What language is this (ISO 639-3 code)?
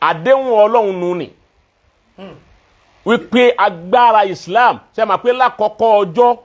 yor